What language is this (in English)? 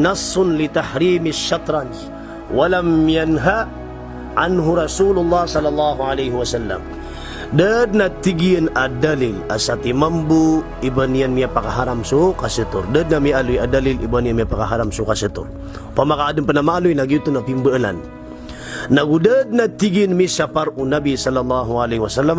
Maranao